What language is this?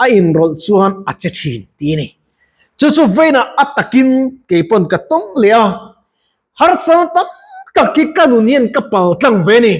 Mizo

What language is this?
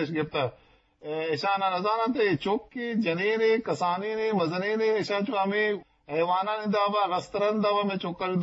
Eastern Balochi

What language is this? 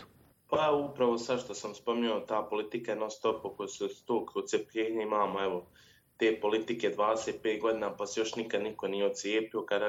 Bosnian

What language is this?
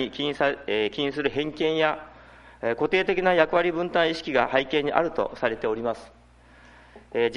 Japanese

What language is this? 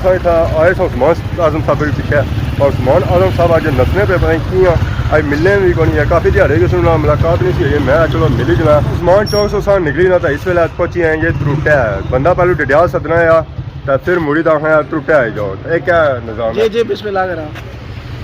Pahari-Potwari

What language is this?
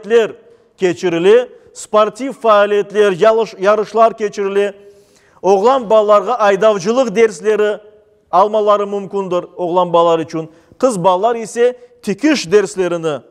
Crimean Tatar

